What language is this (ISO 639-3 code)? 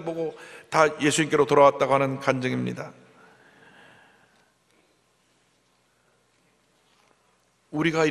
kor